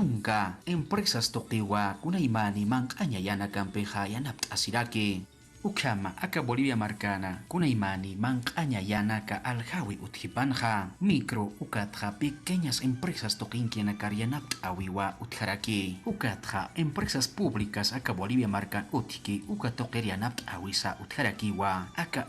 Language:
Aymara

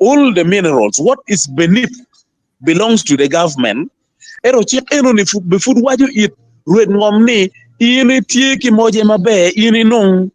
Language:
Acoli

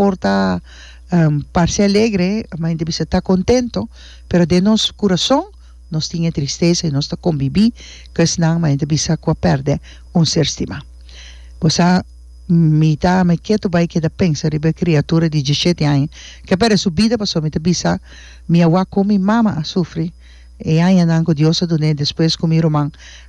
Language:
Papiamento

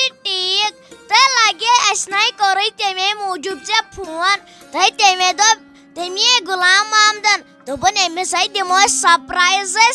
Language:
Kashmiri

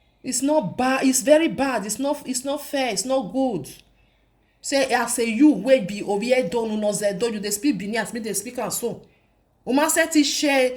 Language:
Nigerian Pidgin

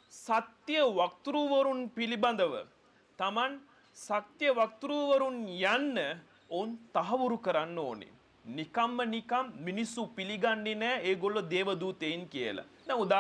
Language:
Sinhala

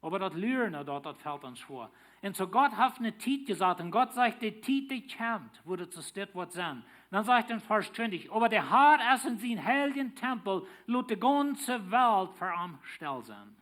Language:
Plautdietsch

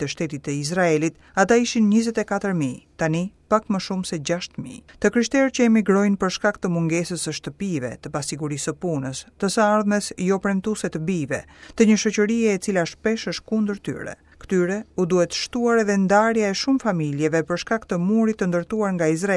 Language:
Albanian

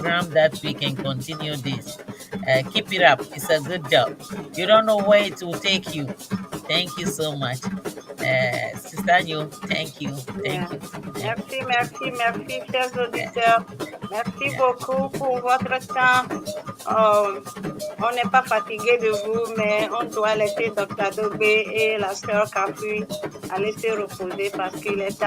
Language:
Ewe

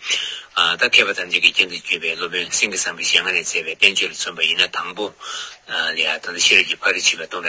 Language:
Tibetan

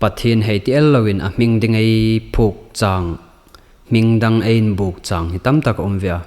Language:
Hmar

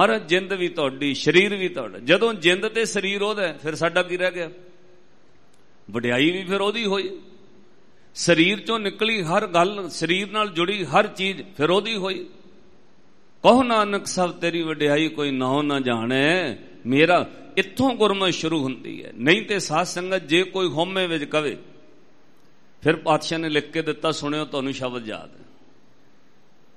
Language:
Punjabi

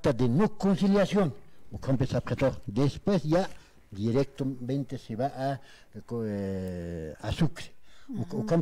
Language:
Aymara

